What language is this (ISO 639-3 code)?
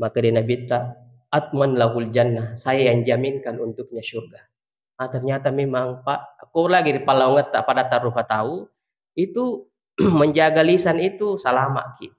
bug